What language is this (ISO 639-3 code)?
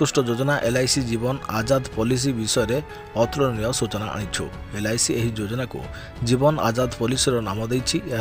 ori